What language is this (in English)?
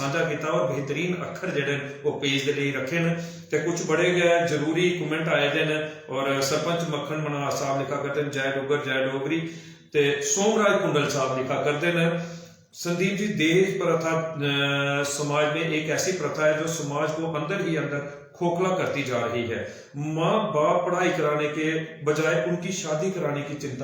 Dogri